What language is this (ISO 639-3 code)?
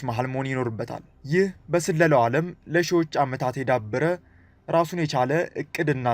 amh